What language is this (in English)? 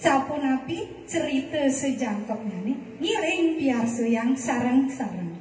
Balinese